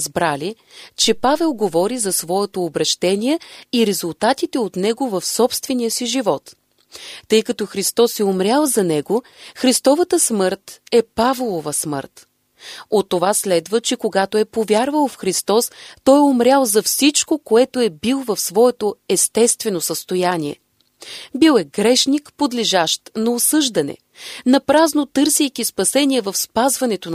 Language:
Bulgarian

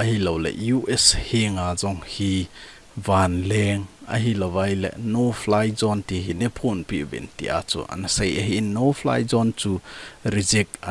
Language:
Thado Chin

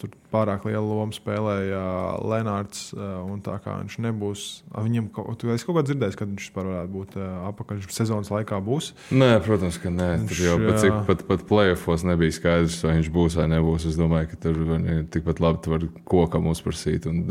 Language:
Latvian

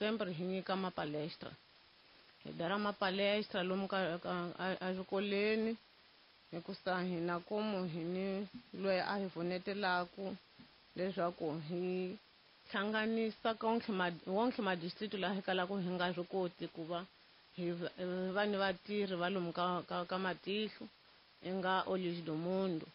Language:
Tsonga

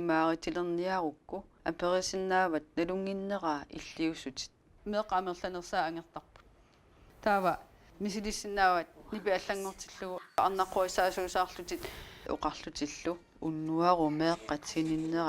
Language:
Kalaallisut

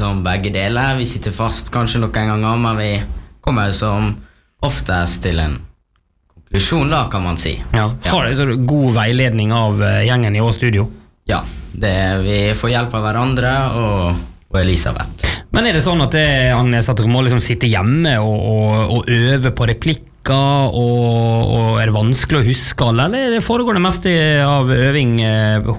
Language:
Norwegian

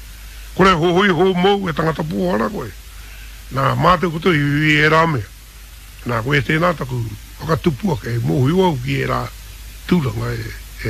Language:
Māori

